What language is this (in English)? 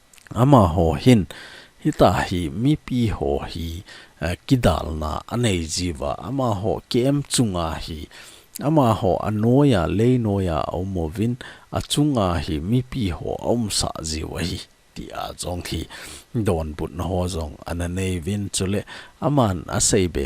Thado Chin